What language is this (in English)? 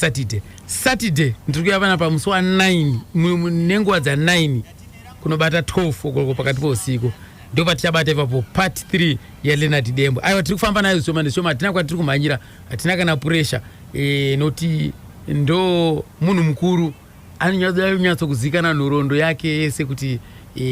Shona